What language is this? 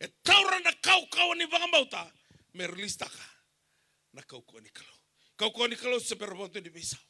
Fijian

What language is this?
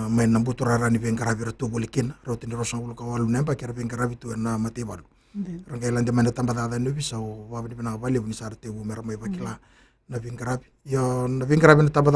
Fijian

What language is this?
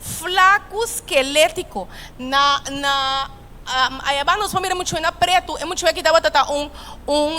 Papiamento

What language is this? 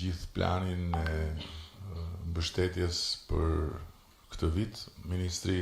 Albanian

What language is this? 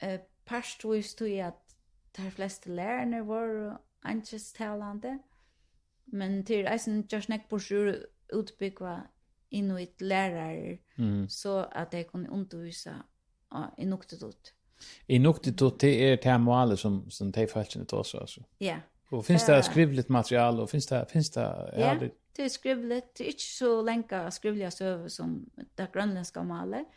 Faroese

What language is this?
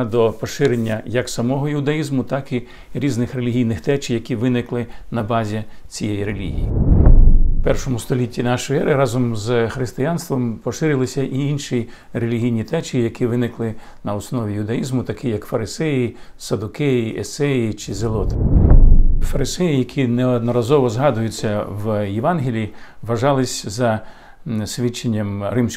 Ukrainian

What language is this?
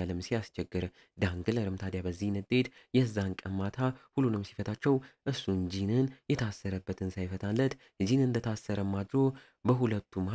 Amharic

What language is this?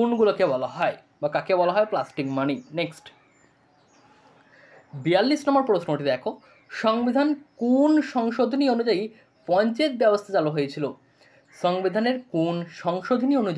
Bangla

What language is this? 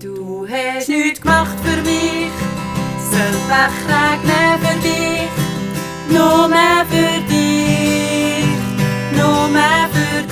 Swiss German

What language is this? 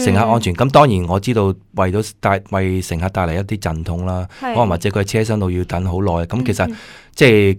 Cantonese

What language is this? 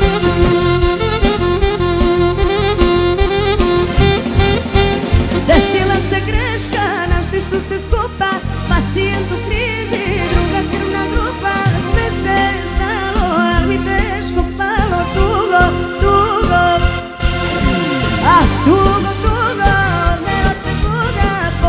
Serbian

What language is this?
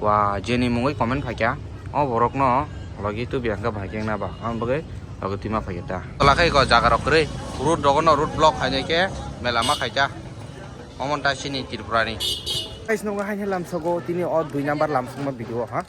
Kok Borok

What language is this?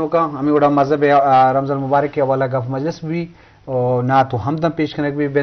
Eastern Balochi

